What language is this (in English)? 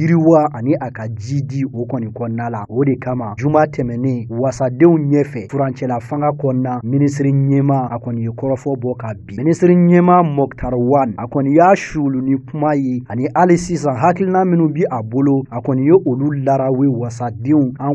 Bambara